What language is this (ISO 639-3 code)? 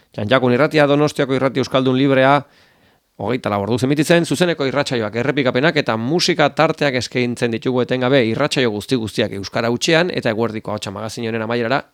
eus